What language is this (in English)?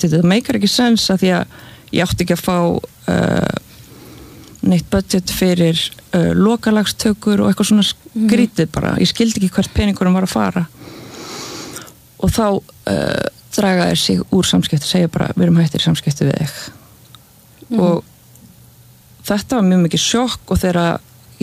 Icelandic